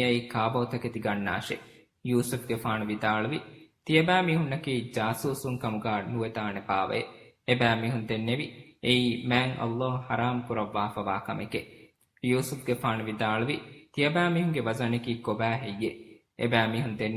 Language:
Divehi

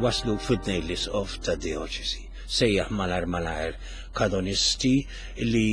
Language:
Maltese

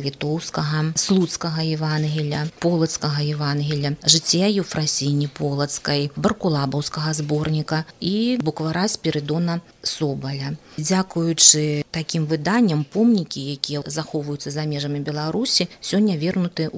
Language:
Belarusian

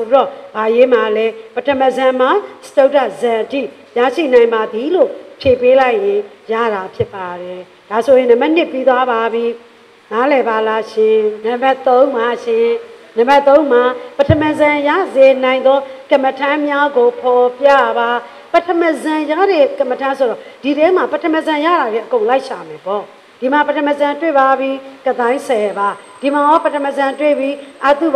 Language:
Burmese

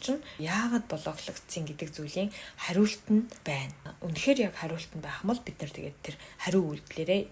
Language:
Mongolian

